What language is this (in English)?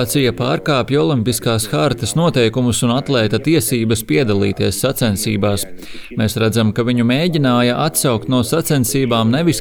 Latvian